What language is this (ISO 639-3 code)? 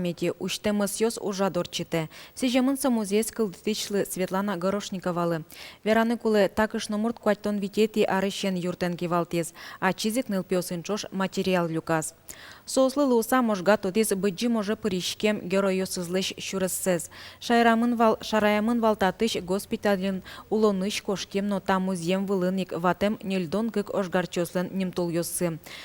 udm